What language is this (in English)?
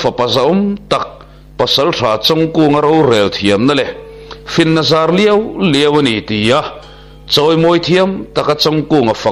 Mizo